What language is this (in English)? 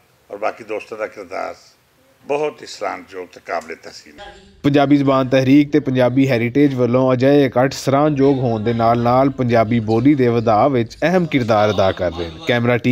Western Panjabi